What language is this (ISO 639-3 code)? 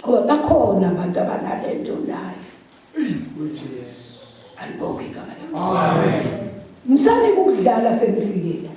zul